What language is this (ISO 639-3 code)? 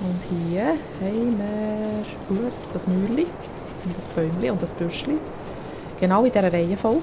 gsw